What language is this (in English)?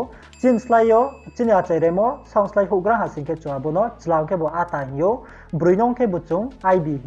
Riang (India)